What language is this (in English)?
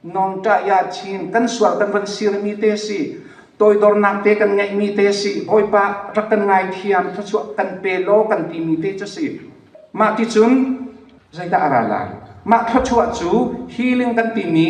Hakha Chin